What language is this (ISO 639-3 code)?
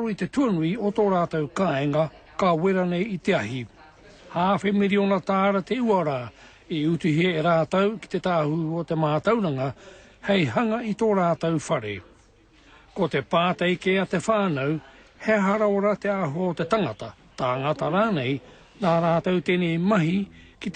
mri